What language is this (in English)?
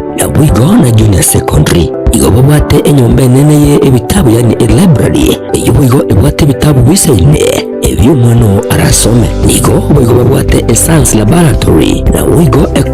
Gusii